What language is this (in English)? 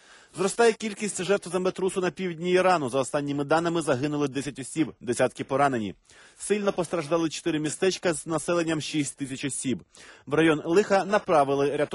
Ukrainian